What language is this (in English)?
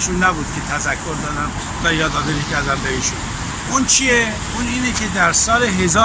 Persian